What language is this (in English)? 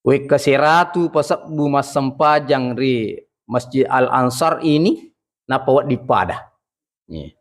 Buginese